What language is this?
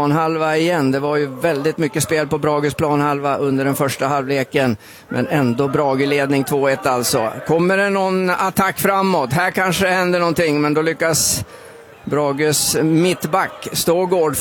Swedish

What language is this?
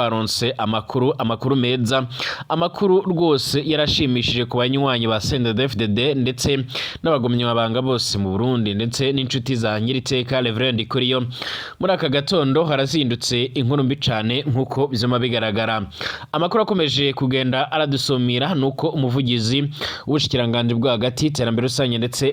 Rundi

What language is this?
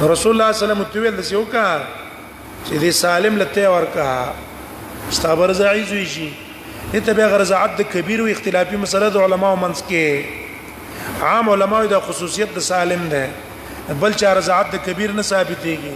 Pashto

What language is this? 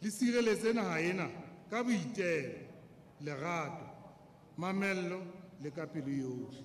Southern Sotho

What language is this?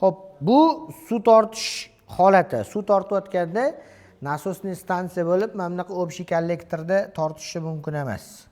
Uzbek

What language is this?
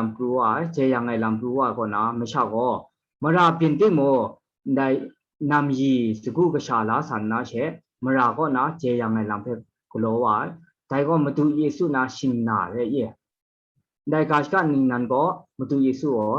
Kachin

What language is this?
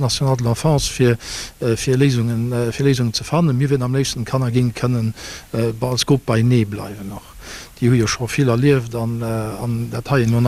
Luxembourgish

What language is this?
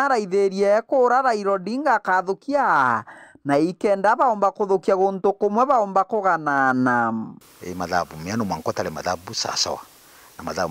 Meru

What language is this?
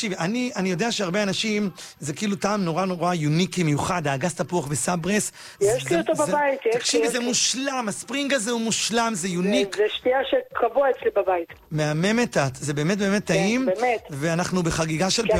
Hebrew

